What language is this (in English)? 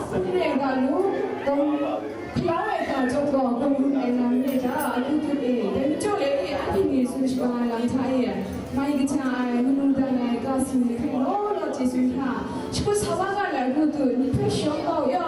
Kachin